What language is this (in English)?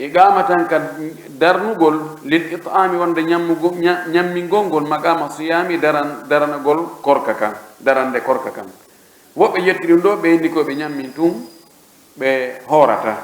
Pular